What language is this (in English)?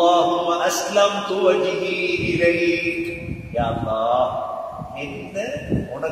Tamil